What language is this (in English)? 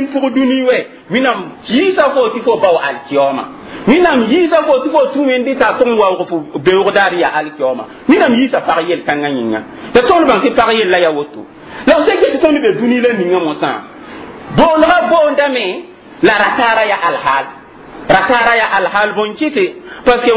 Mossi